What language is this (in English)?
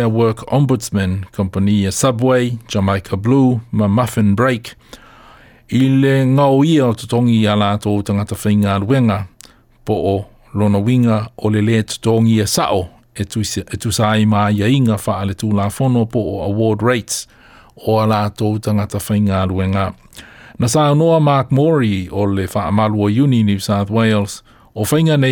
Samoan